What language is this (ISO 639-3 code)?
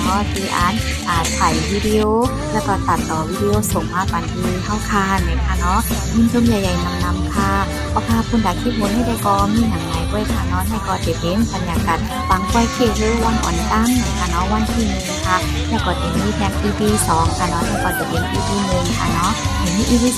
shn